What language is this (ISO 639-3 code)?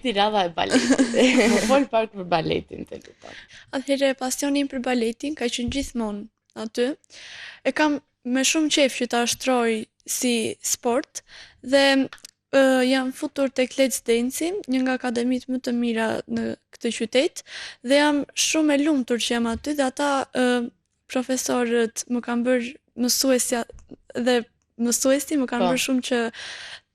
sqi